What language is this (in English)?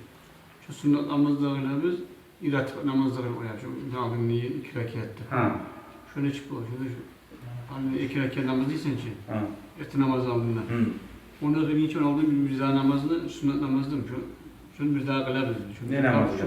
Kumyk